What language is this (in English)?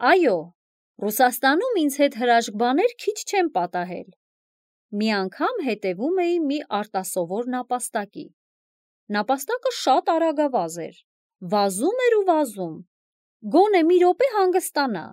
Armenian